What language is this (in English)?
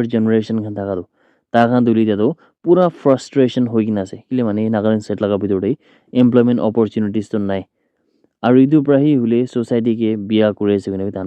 Naga Pidgin